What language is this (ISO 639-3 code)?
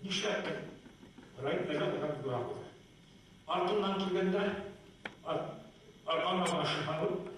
bak